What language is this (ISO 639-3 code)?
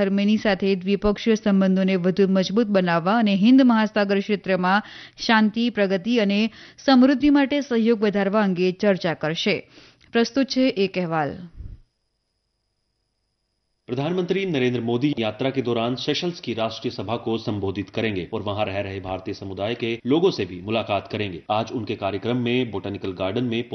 guj